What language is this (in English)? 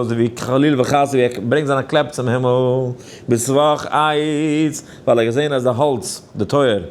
Yiddish